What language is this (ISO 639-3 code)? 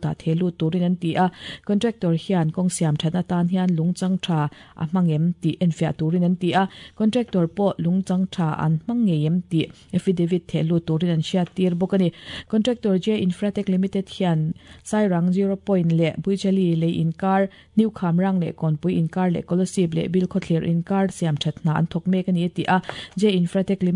lus